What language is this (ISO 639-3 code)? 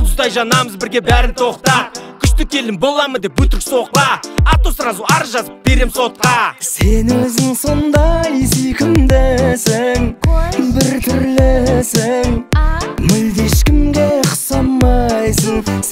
kaz